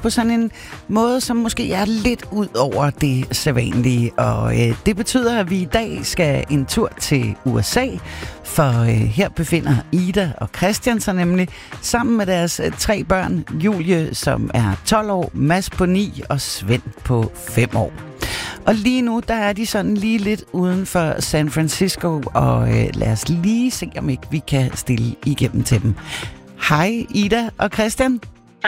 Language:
Danish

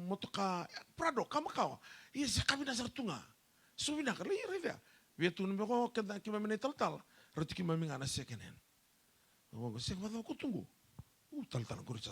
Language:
Fijian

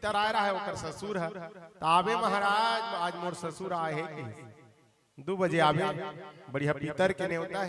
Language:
Chhattisgarhi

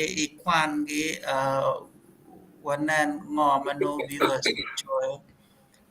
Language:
Acoli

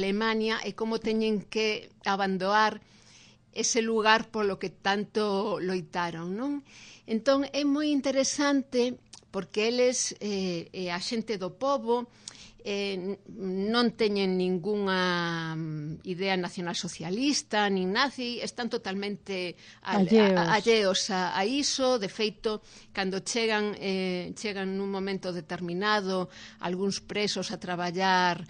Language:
Galician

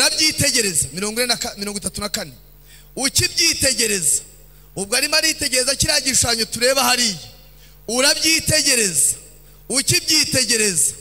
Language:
Kinyarwanda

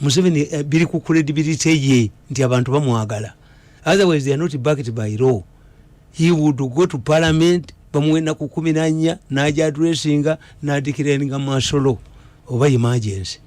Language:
Ganda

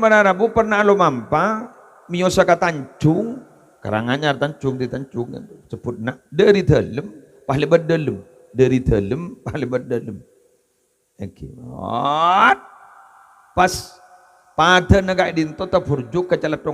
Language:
Madurese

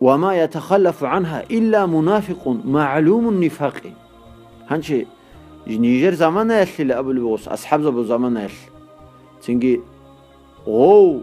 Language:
Avaric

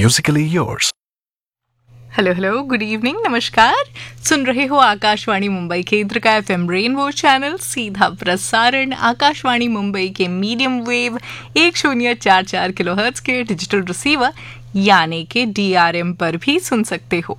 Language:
Hindi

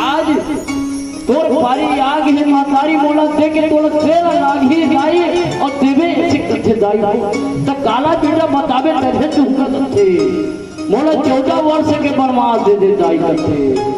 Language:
Chhattisgarhi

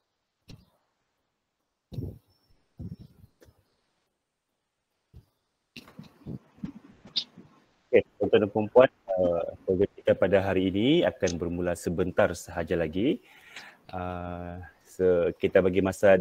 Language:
Malay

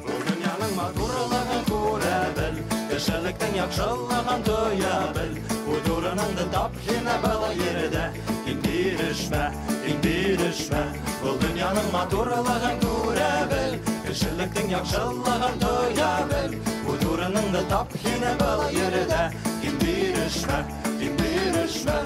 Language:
Bashkir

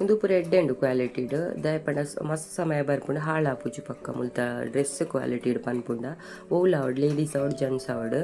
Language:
Tulu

